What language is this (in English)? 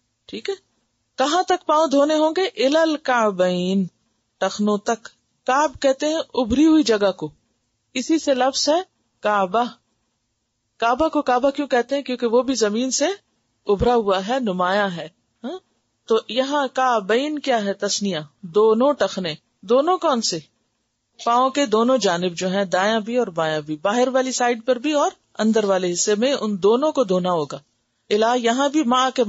Urdu